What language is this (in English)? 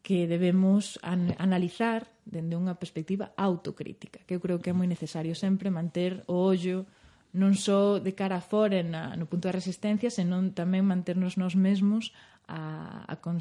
Galician